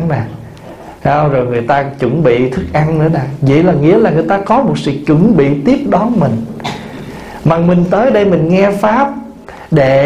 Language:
Vietnamese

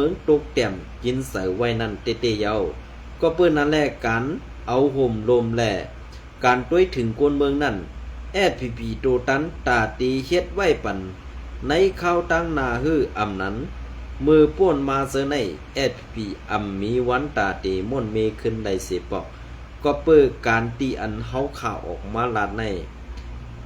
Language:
Shan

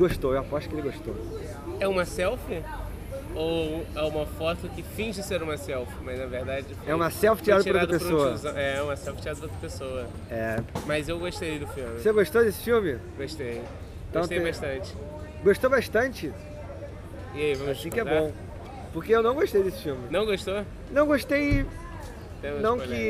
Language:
Portuguese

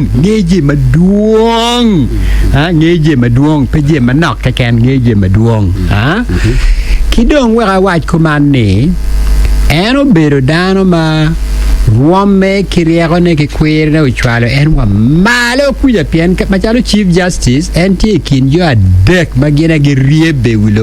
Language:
Acoli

